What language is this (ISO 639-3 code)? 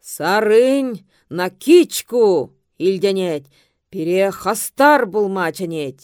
chv